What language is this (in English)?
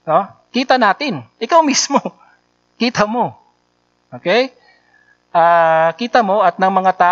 Filipino